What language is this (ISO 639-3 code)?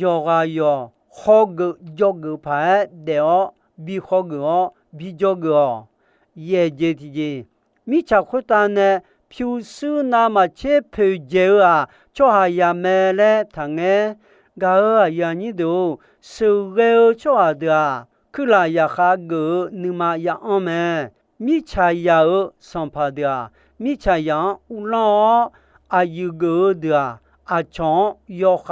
ahk